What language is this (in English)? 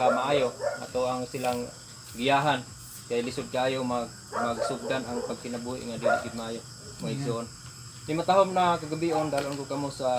Cebuano